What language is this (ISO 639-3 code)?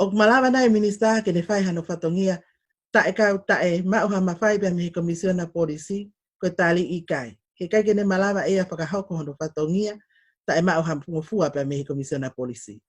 ton